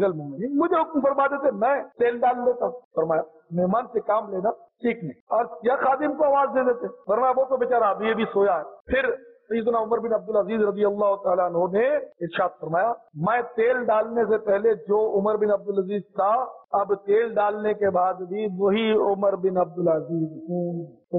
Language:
Urdu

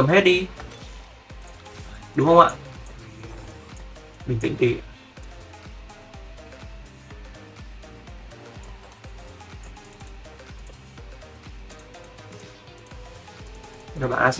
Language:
Vietnamese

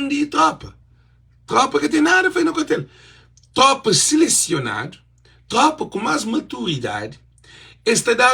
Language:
Kabuverdianu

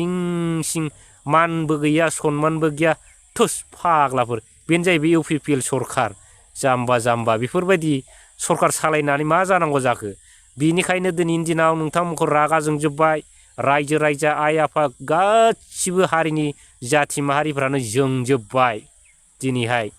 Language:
Bodo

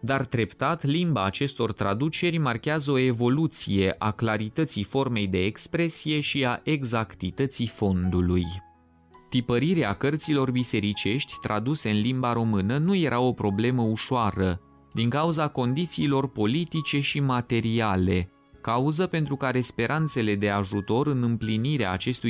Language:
Romanian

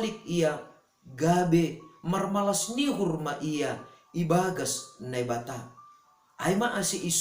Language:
Batak Simalungun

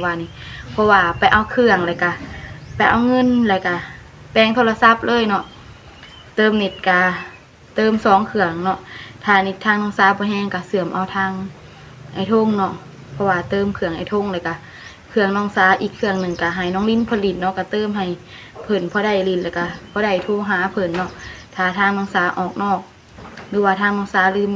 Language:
Lao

